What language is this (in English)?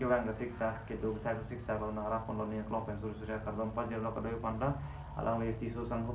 Karbi